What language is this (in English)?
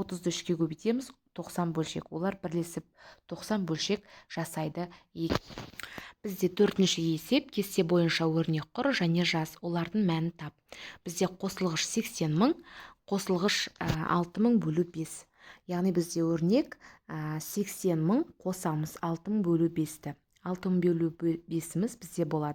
Kazakh